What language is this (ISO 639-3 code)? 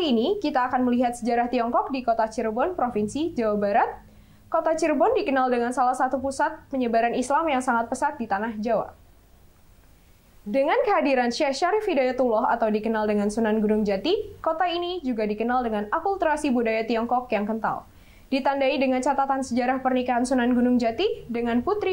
ind